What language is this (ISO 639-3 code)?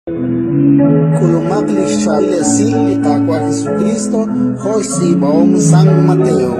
kek